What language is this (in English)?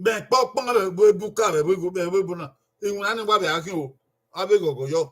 Bini